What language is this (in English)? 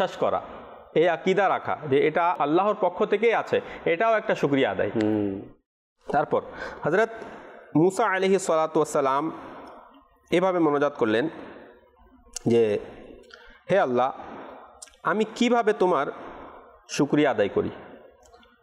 Bangla